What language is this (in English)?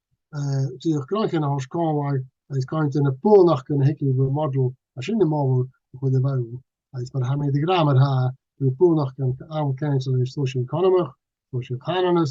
Scottish Gaelic